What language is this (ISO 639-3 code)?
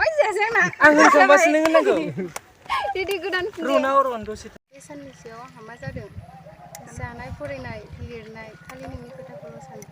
brx